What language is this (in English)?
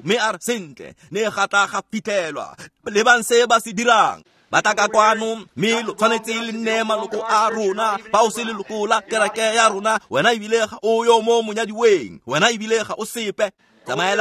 Tswana